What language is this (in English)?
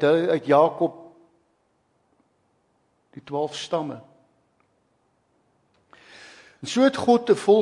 Afrikaans